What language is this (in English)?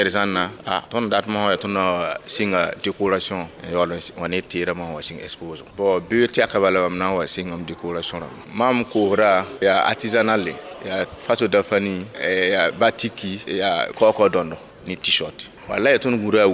Mossi